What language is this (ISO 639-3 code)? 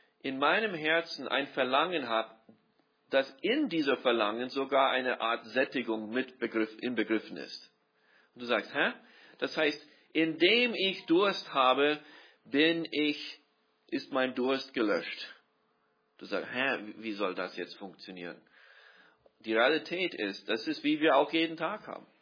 deu